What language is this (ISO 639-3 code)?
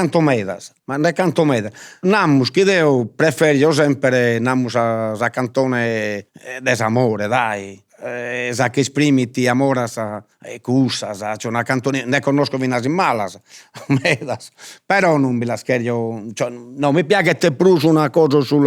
srd